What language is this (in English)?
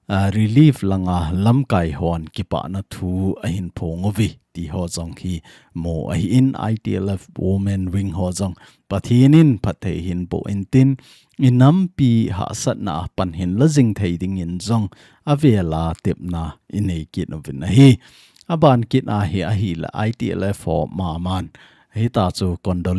Thado Chin